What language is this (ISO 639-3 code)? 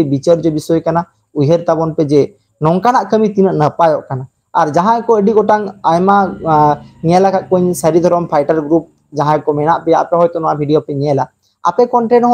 sat